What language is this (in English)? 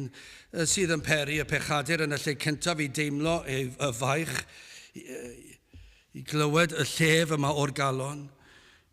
Welsh